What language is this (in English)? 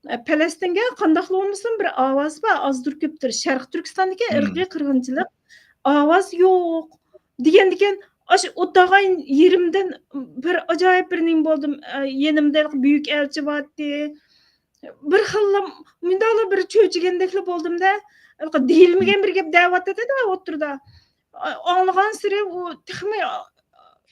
Uyghur